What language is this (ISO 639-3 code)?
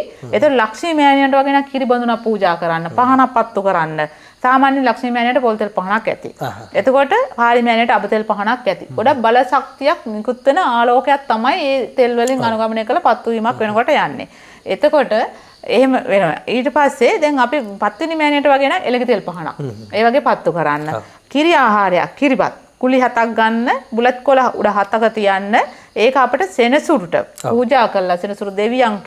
sin